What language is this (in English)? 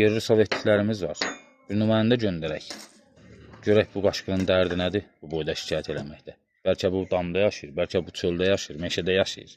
Azerbaijani